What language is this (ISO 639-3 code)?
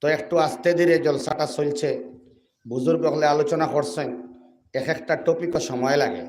syl